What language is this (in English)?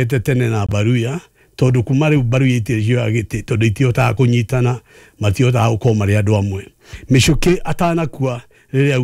Kikuyu